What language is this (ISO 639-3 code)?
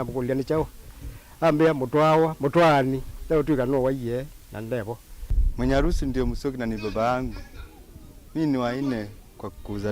kam